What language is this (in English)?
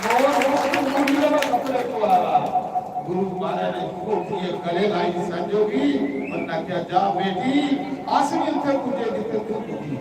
Dogri